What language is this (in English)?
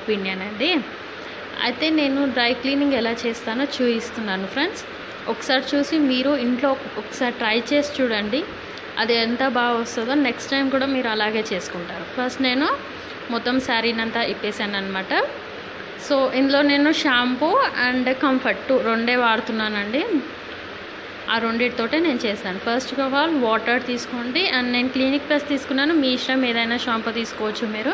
Telugu